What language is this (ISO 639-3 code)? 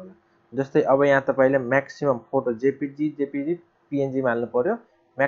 nep